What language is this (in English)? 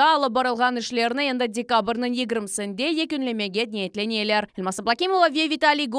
Crimean Tatar